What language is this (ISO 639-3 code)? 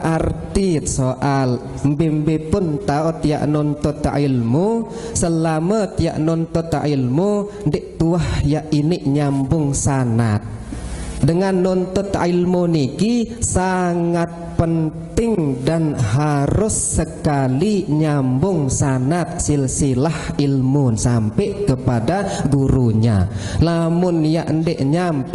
sas